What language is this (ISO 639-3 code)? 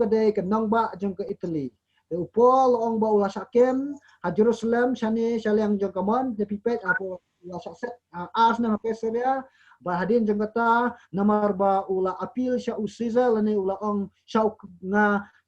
kha